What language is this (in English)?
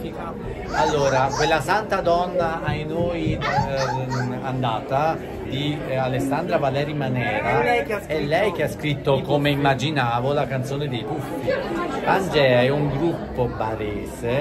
Italian